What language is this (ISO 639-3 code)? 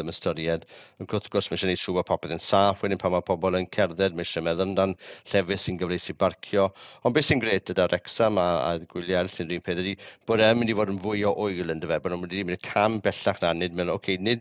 cym